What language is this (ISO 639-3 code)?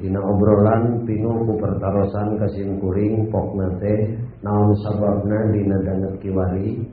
sun